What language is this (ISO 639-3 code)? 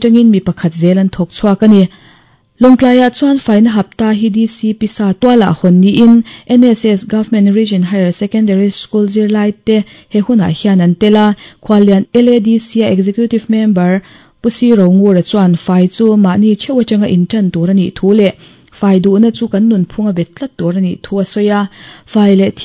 lus